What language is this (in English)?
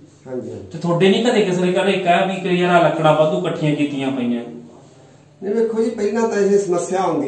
Punjabi